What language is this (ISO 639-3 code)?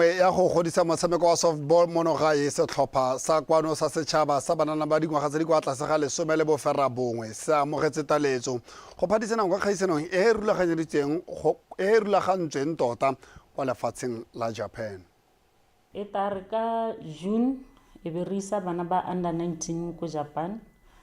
tsn